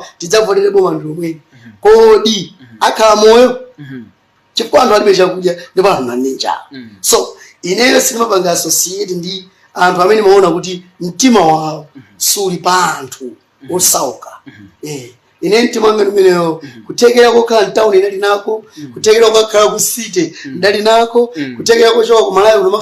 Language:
Nyanja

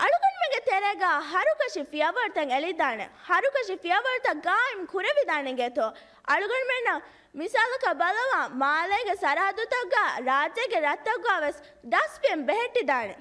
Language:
Divehi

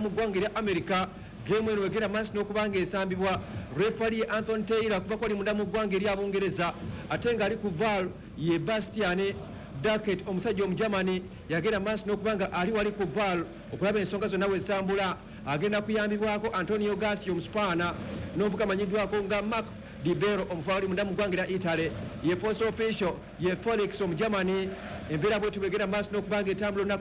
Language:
Ganda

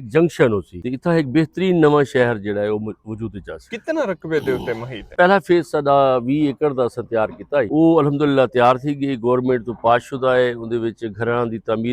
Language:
Saraiki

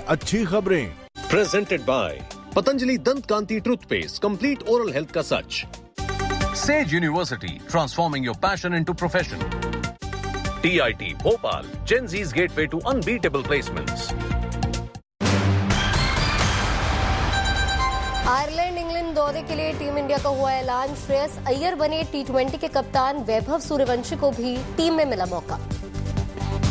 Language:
Hindi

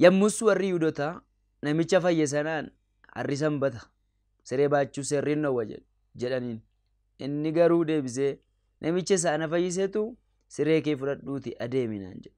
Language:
Oromo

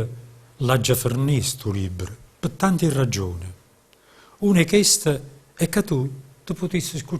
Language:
Neapolitan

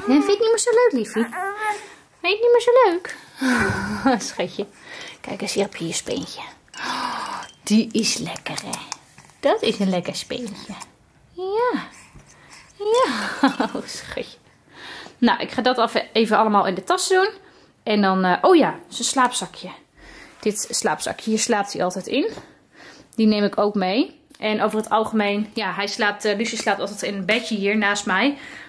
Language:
Dutch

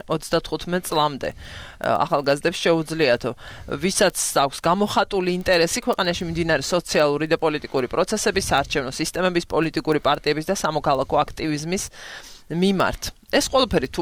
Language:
Georgian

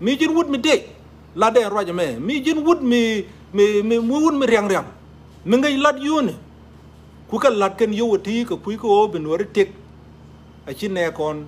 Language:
Nuer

